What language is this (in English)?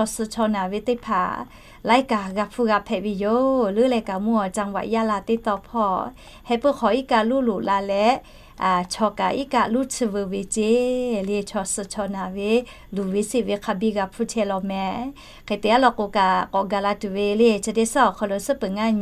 Lahu